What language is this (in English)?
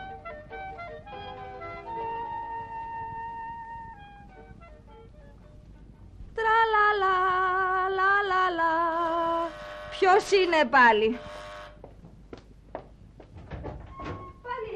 Greek